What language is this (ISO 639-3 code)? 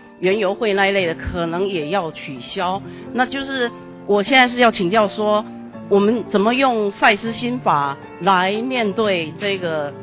zho